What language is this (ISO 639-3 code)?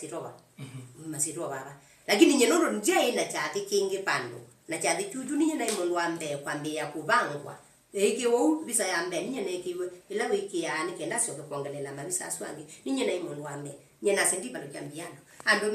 kam